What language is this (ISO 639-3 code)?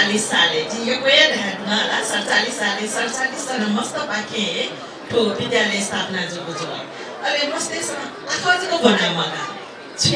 new